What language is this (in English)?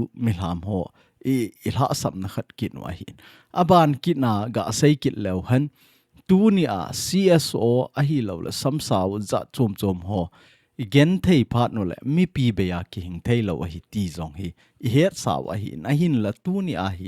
Thado Chin